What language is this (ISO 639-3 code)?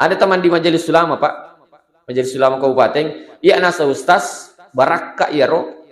bug